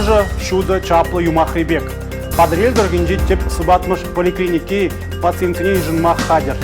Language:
Chuvash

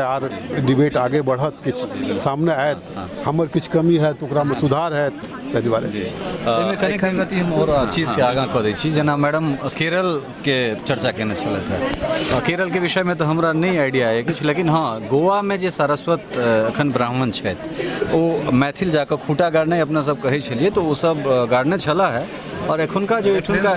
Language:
Maithili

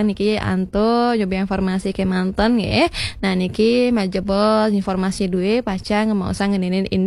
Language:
Balinese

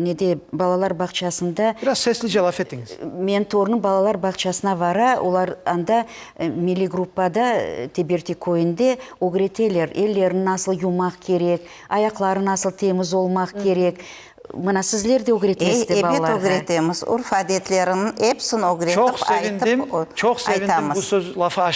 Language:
Crimean Tatar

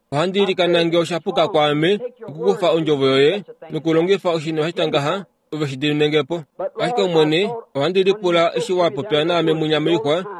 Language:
Kuanyama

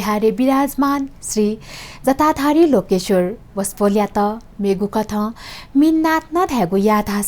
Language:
Newari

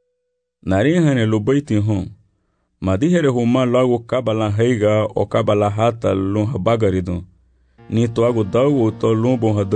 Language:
Garifuna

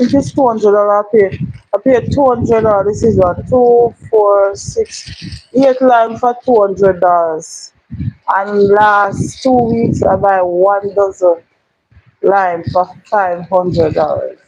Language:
Jamaican Creole English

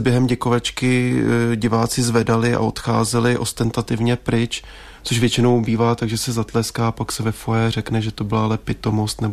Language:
Czech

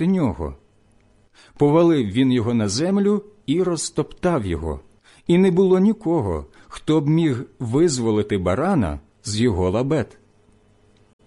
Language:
Ukrainian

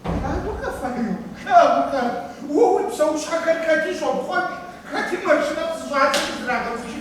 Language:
Kabardian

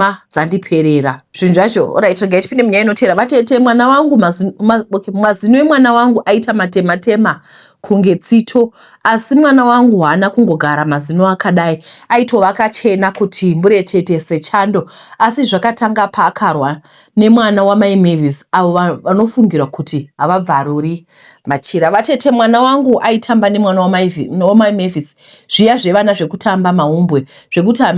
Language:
Shona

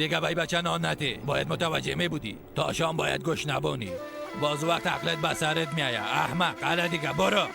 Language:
Persian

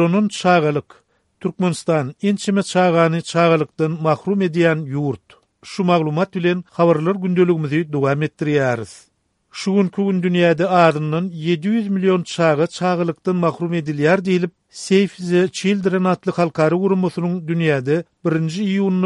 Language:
Turkmen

